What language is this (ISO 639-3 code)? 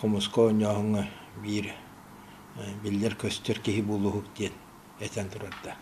sah